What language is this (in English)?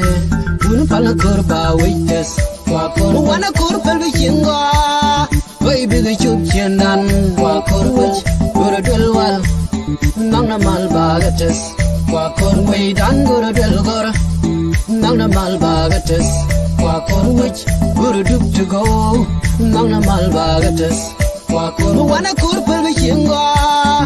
Nuer